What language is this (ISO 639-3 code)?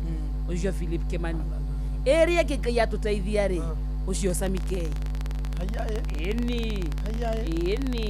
kik